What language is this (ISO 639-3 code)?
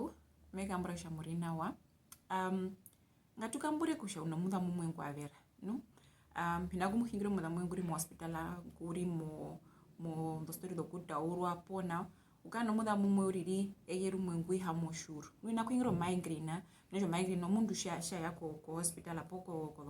her